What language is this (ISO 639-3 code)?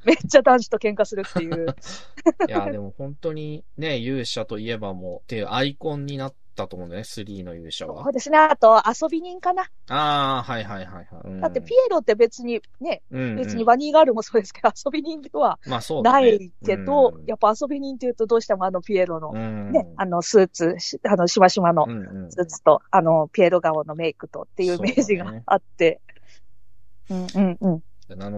jpn